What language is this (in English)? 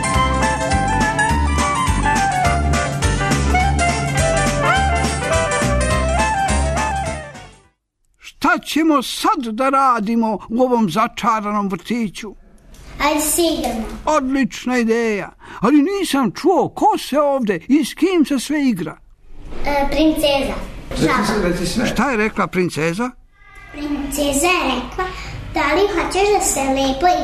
Serbian